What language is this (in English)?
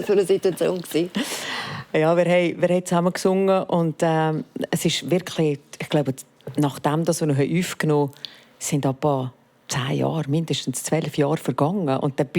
Swiss German